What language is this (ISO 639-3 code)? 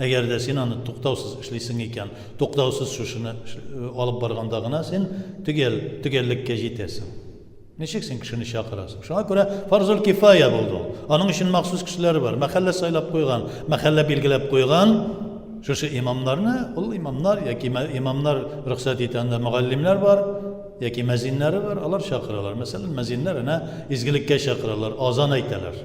tat